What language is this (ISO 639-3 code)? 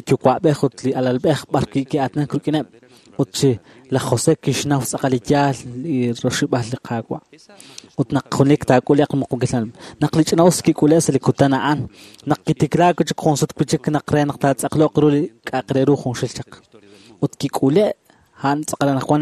kek